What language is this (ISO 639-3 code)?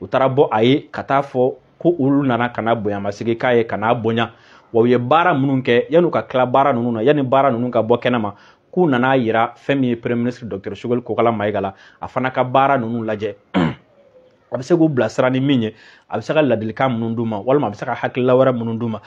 bam